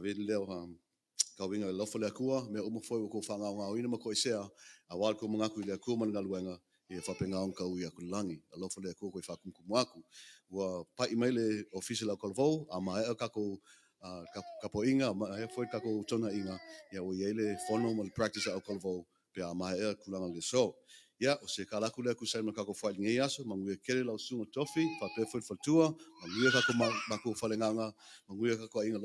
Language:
Samoan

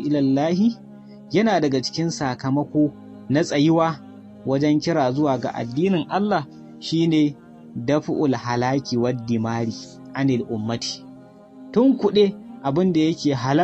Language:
Hausa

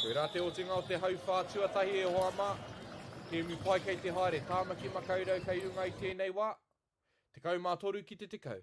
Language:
Māori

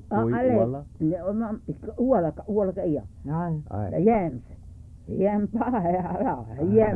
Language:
Hawaiian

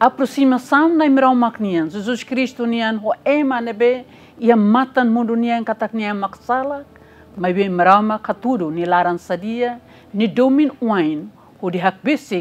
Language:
Tetum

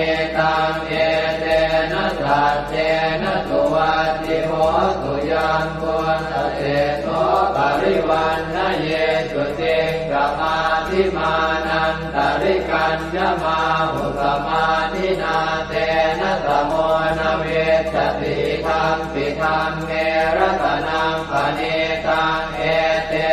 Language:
Pali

